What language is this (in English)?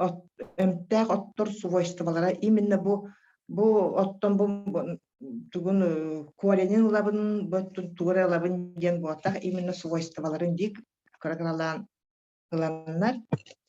Yakut